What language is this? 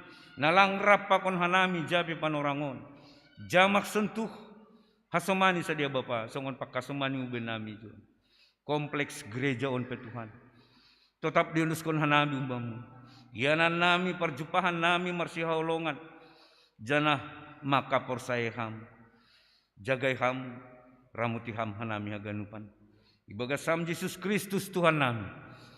Batak Simalungun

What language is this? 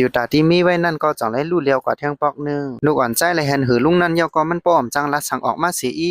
Shan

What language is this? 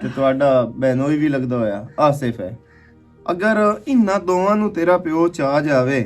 Western Panjabi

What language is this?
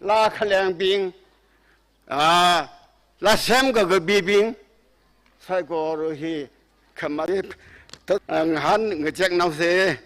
Tangkhul Naga (India)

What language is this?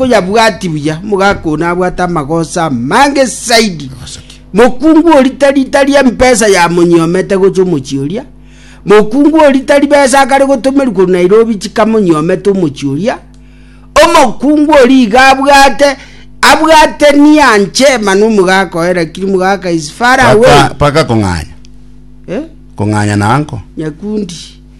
Gusii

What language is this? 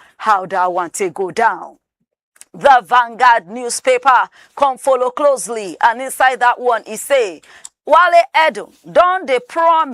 Nigerian Pidgin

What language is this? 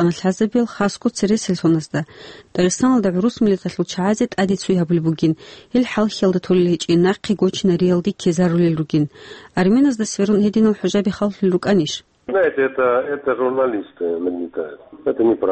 Avaric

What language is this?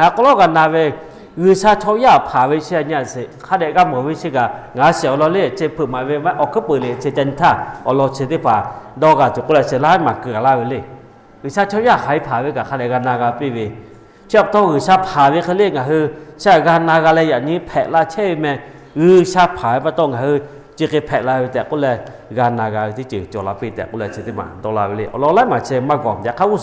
Lahu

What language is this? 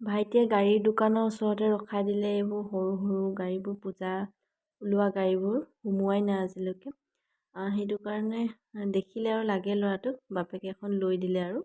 Assamese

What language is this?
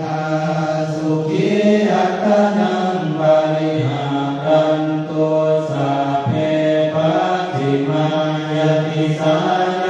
Pali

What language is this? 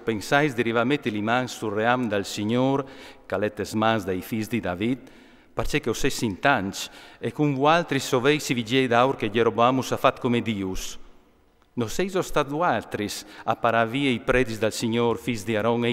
Friulian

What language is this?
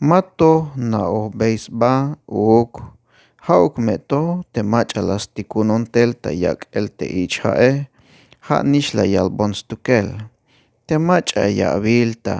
Tzeltal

